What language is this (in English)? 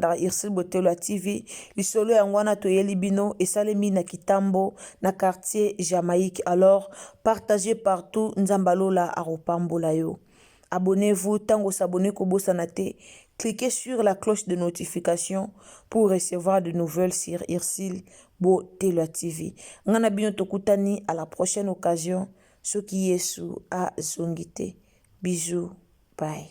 Lingala